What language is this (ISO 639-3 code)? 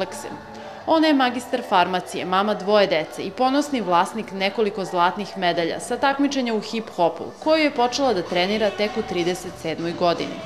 srp